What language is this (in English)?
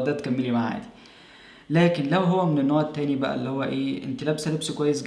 Egyptian Arabic